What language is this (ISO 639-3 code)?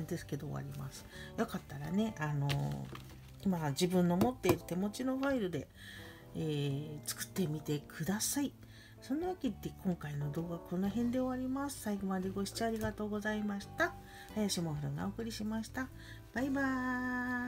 jpn